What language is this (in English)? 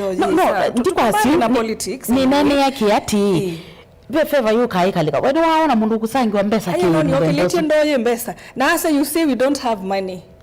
Kamba